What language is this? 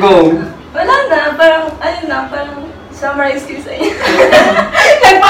Filipino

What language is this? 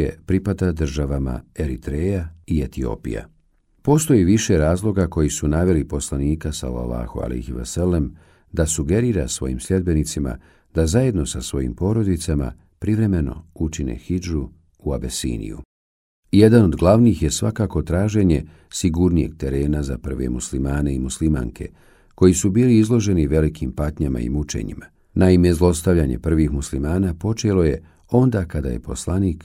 Bosnian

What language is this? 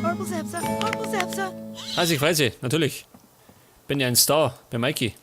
Bavarian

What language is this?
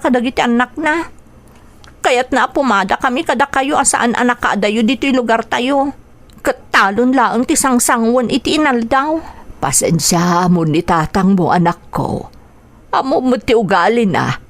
Iloko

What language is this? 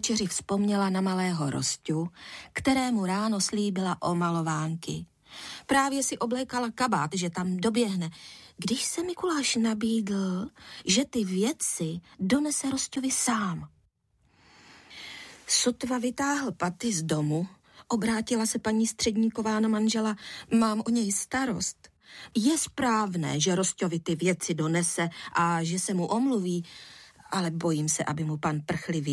Czech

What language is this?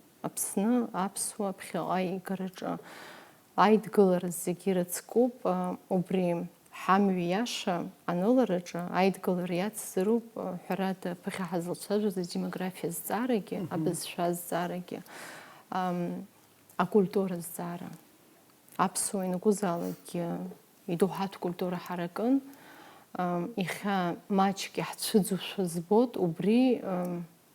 Abkhazian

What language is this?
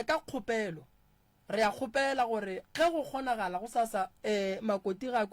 Northern Sotho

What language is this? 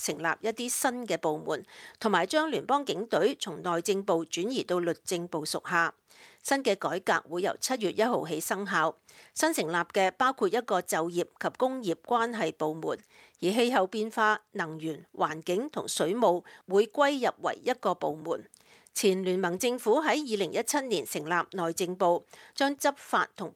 Cantonese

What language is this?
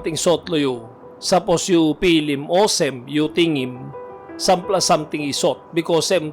Tok Pisin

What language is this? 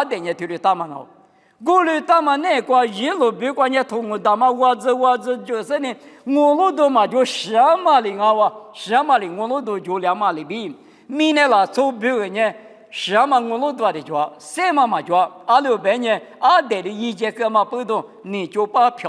Lisu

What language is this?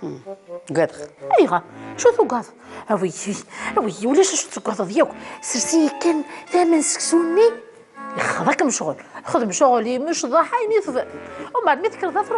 Kabyle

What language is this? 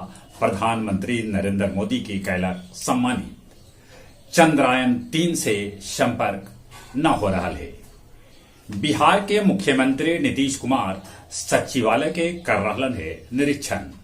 Magahi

